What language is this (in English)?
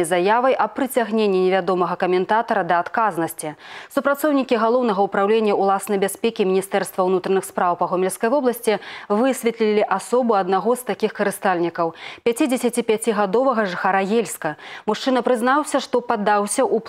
Belarusian